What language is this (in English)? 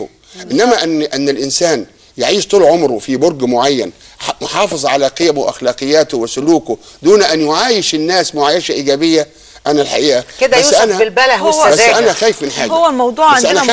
Egyptian Arabic